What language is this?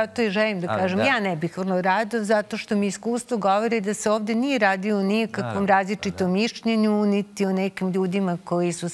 Serbian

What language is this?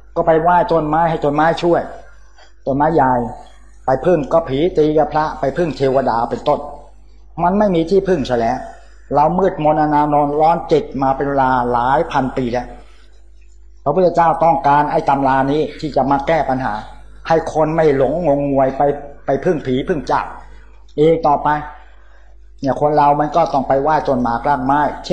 Thai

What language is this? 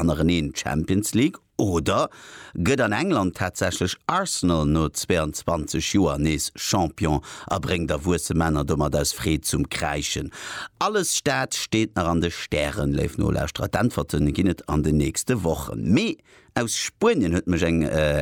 Luxembourgish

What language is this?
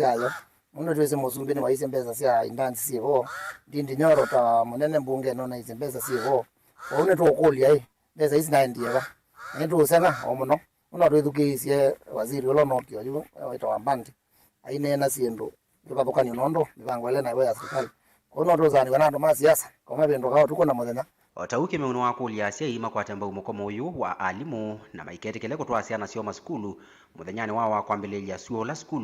Kamba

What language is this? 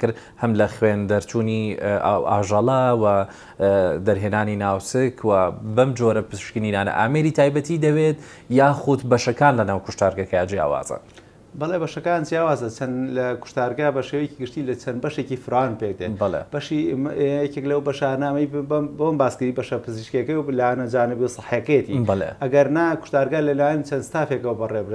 Central Kurdish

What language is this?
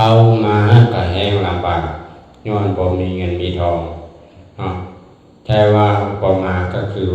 Lao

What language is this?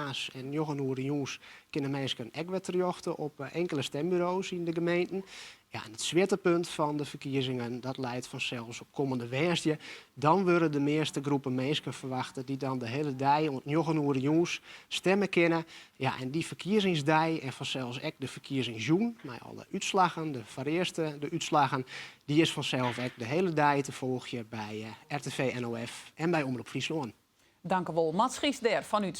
Western Frisian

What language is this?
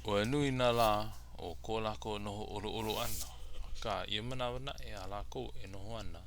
Hawaiian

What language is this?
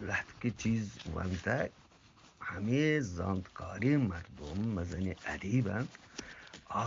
Eastern Balochi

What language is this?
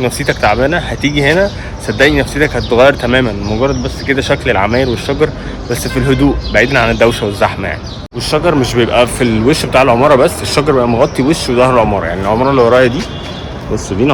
Egyptian Arabic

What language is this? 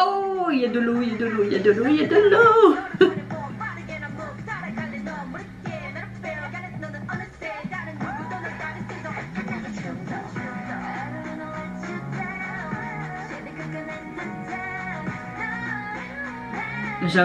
French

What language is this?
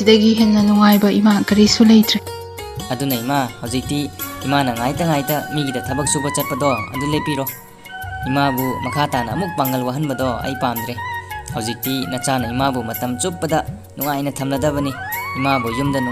Manipuri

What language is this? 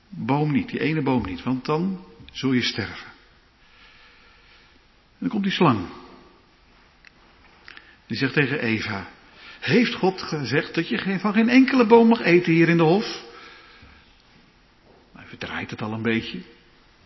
Dutch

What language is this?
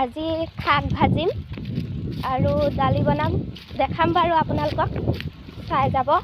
Assamese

